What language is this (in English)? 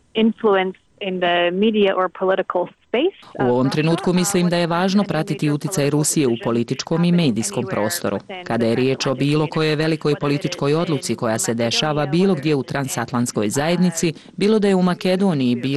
Bosnian